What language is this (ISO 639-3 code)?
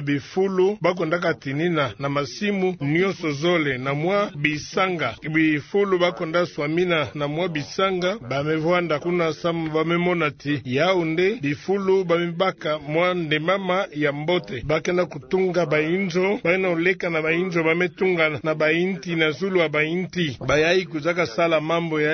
ktu